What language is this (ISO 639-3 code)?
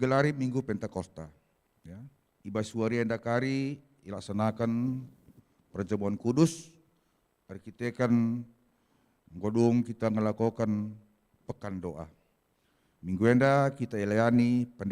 btx